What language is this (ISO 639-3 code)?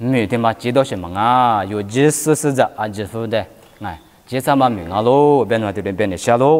lis